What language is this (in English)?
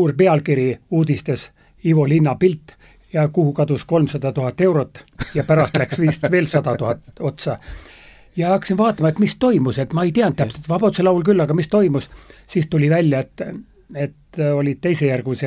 Estonian